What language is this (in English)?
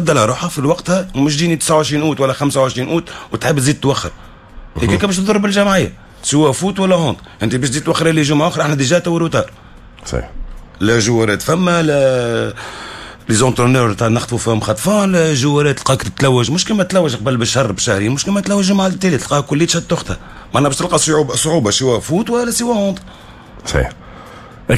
Tunisian Arabic